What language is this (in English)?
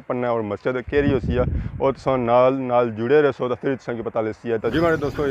Pahari-Potwari